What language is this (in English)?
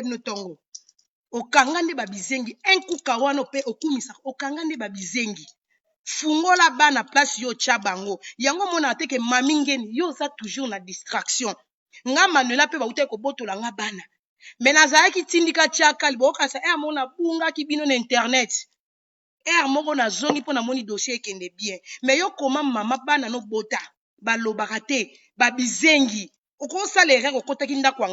Lingala